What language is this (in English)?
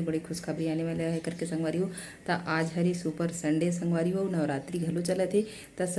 Chhattisgarhi